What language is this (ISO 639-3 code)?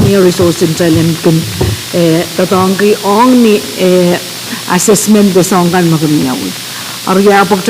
pon